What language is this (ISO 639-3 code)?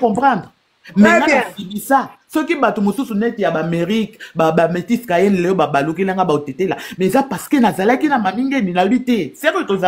lin